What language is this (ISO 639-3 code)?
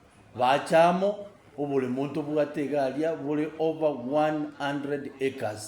guz